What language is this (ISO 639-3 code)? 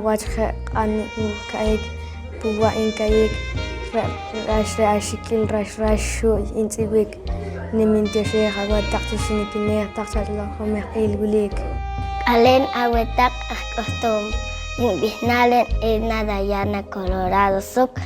poh